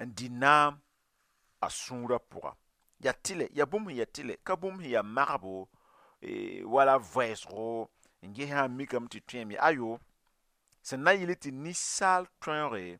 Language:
Mossi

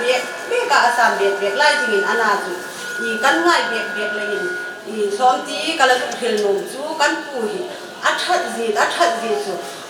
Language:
Hmar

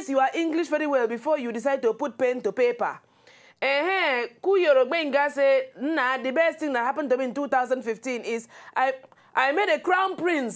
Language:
Nigerian Pidgin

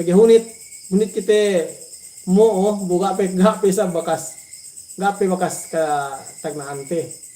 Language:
Yakan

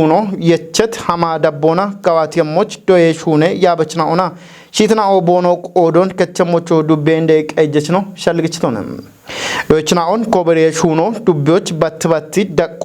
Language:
Kafa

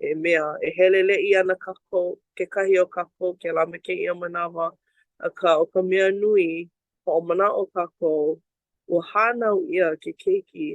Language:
Hawaiian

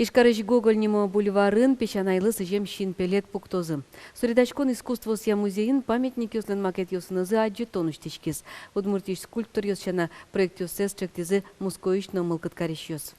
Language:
Udmurt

